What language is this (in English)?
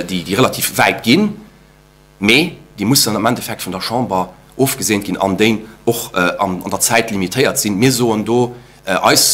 Luxembourgish